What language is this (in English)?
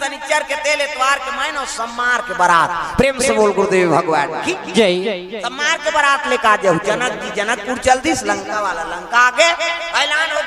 Chhattisgarhi